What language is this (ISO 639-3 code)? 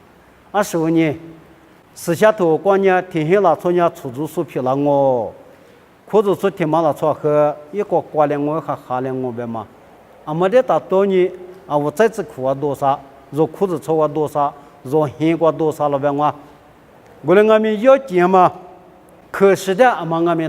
lis